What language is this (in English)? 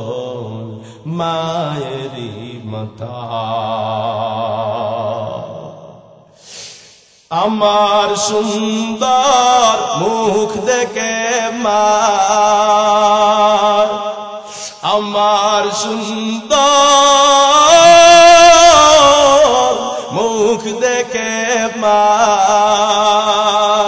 Bangla